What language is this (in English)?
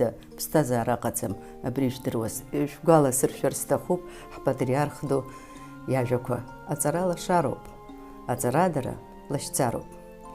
Abkhazian